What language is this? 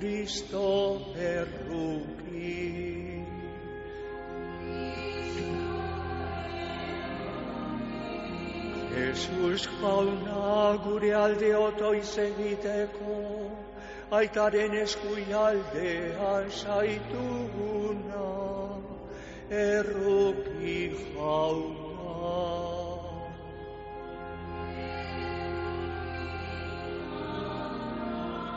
Basque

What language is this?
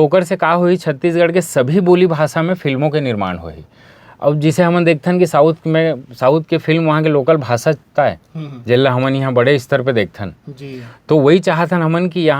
Chhattisgarhi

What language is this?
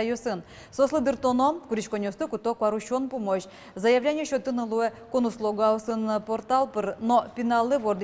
Udmurt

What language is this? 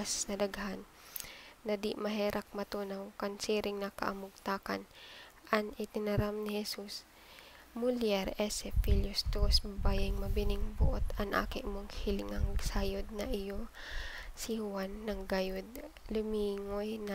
Bikol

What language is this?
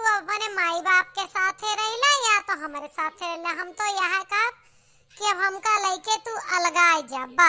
Awadhi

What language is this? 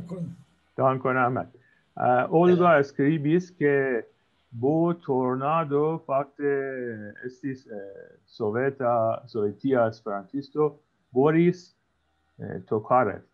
Esperanto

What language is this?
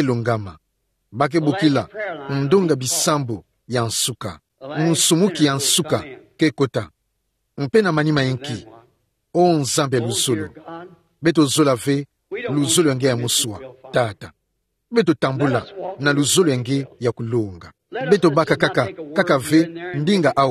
Kituba (Democratic Republic of Congo)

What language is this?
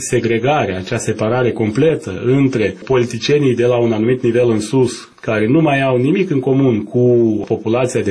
Romanian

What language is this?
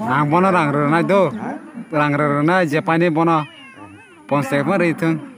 Kok Borok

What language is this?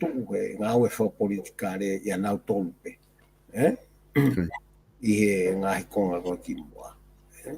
Tongan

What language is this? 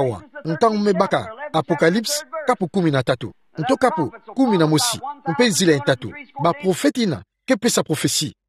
Kituba (Democratic Republic of Congo)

